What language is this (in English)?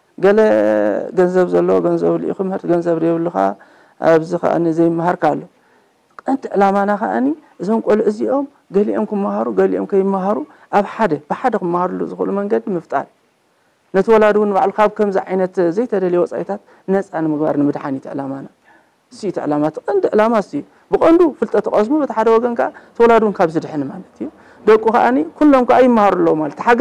Tigrinya